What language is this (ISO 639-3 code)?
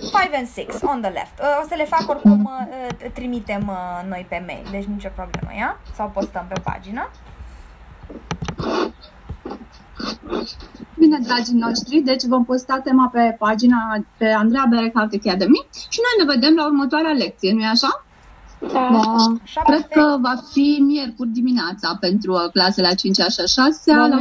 ron